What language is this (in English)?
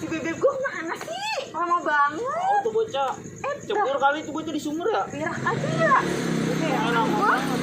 Betawi